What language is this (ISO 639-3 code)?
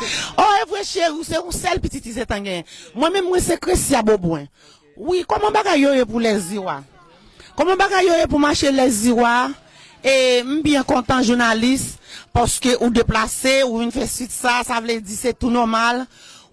hat